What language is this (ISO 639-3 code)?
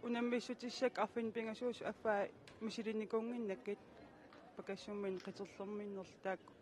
kal